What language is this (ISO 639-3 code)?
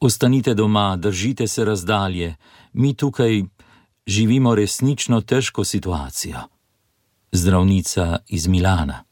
slv